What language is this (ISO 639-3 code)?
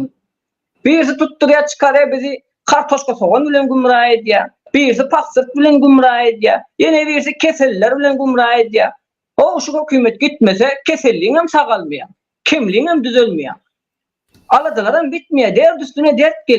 tuk